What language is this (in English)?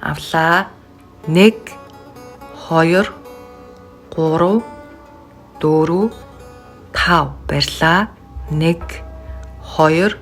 Mongolian